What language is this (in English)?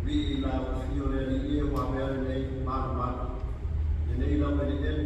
Samoan